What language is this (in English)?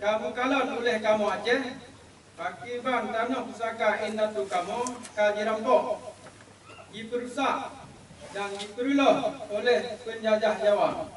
Achinese